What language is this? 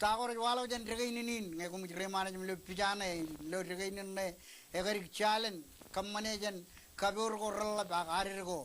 Marshallese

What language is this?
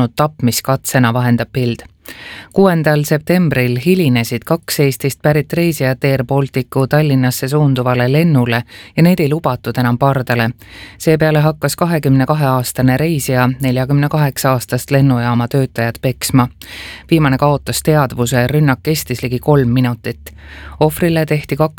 Estonian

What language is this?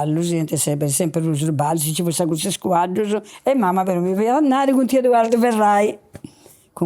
Sardinian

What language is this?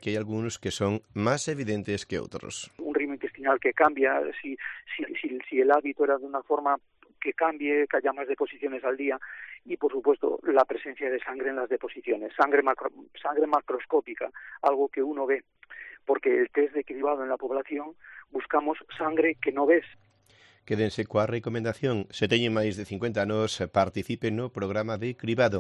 Galician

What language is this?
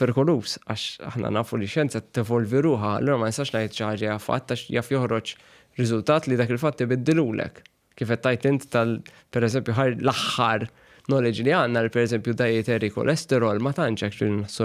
Maltese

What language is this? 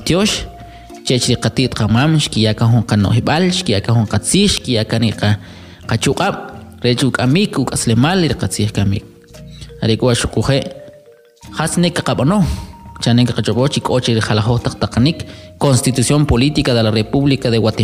Kʼicheʼ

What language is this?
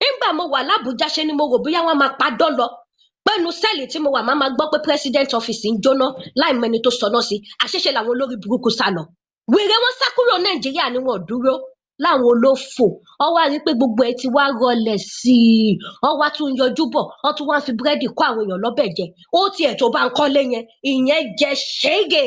Yoruba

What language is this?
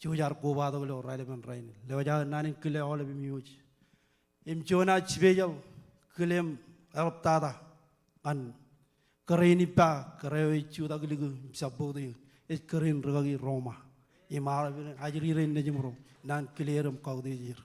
Marshallese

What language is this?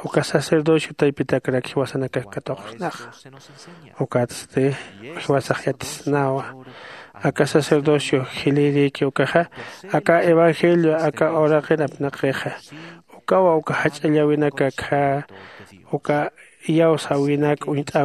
Aymara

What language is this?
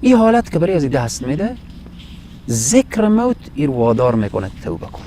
Persian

